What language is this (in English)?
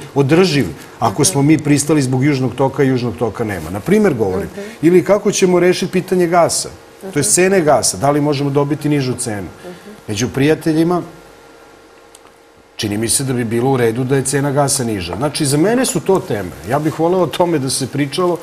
Serbian